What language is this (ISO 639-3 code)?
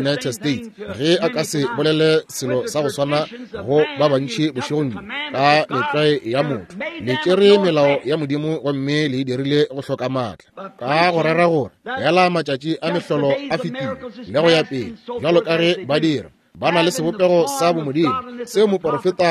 nso